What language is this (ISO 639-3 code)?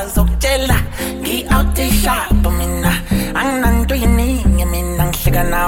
zul